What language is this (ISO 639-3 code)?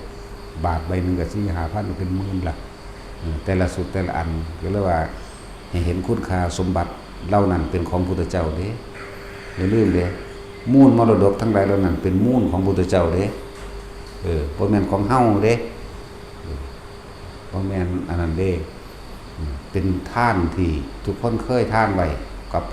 tts